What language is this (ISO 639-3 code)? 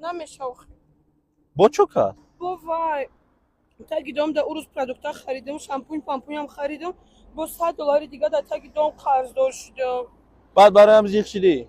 tgk